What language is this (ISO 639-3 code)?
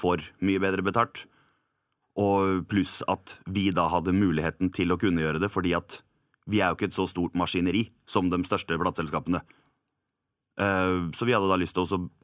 nor